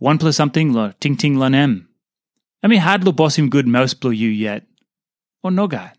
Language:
Tok Pisin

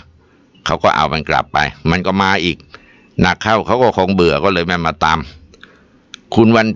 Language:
Thai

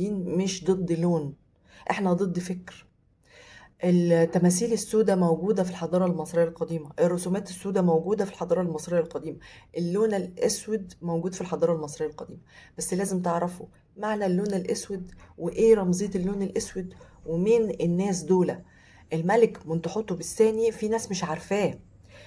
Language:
Egyptian Arabic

